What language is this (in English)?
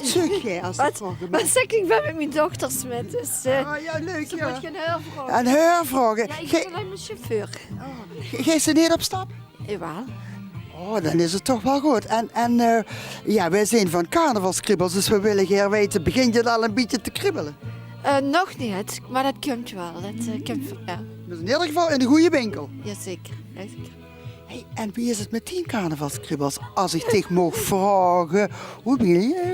Limburgish